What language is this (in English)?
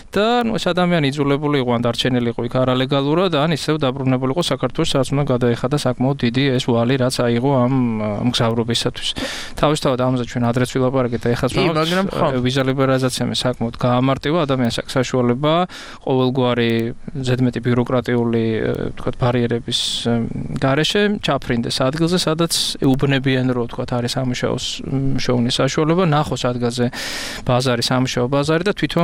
Georgian